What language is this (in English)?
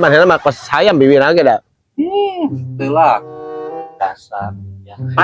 Sundanese